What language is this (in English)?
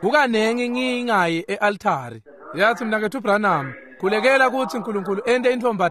Swati